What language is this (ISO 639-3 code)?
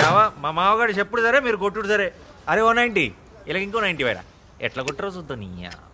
tel